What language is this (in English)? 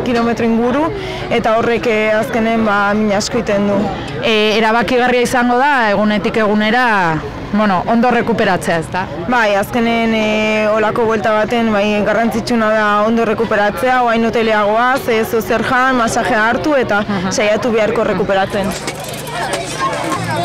Basque